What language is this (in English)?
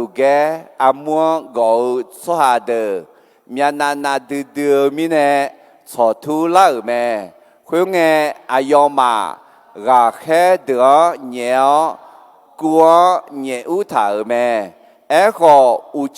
Akha